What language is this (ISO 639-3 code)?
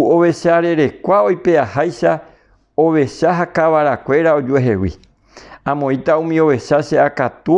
grn